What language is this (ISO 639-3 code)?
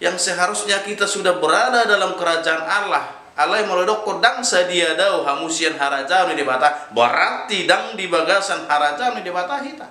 bbc